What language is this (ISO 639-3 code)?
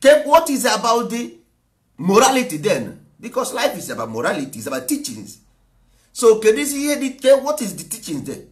ibo